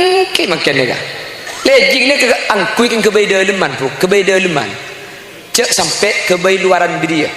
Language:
Madurese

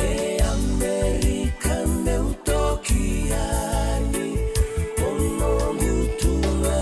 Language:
Fijian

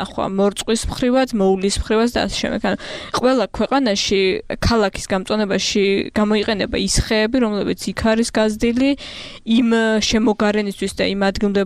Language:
Georgian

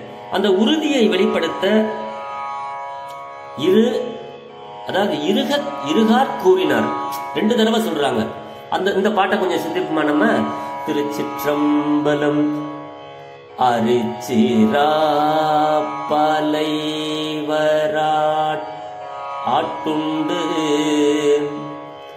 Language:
Tamil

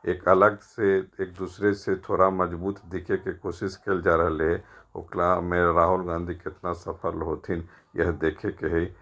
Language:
Magahi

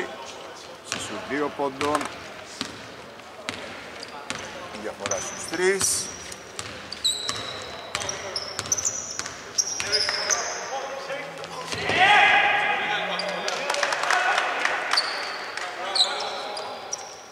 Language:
Greek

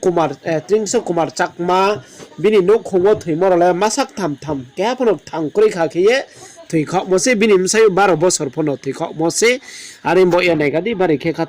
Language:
Riang (India)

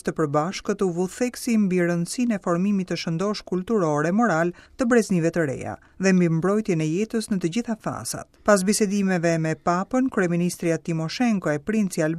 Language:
Albanian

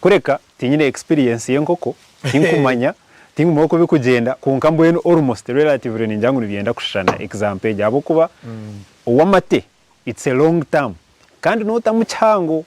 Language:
Nyankole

